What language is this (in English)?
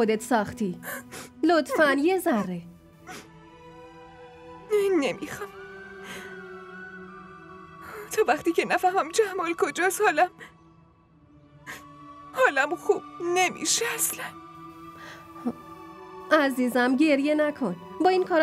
Persian